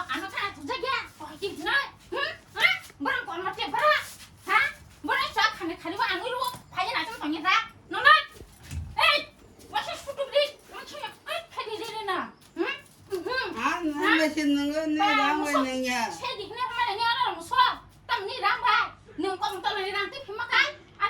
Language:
Kok Borok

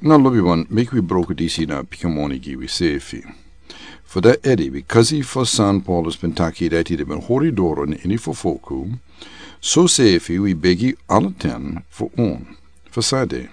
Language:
Sranan Tongo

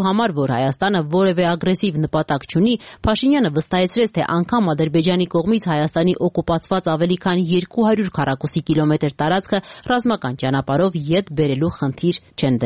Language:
Armenian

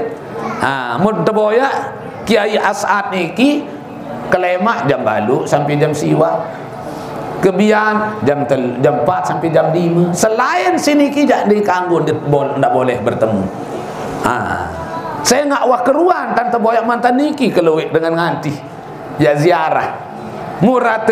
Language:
Sasak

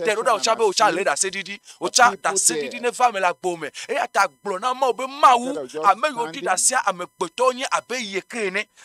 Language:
Ewe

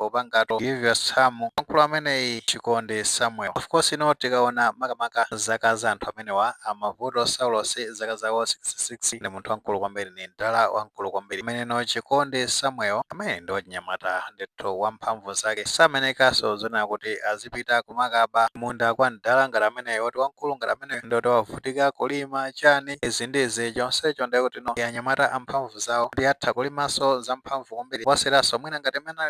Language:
Nyanja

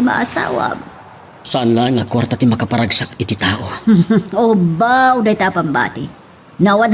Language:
Iloko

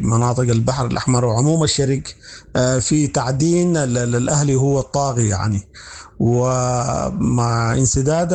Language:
Sudanese Arabic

